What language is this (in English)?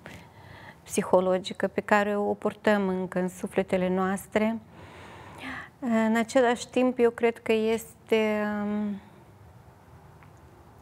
Romanian